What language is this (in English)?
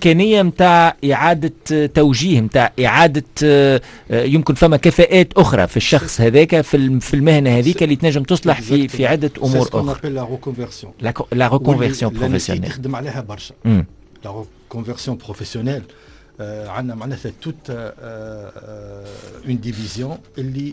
Tunisian Arabic